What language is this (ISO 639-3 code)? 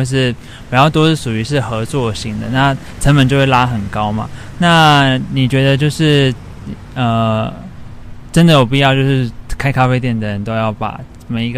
zho